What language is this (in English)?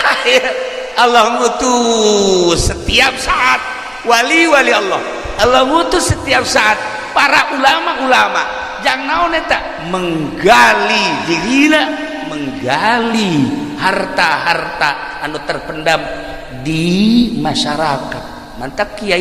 Sundanese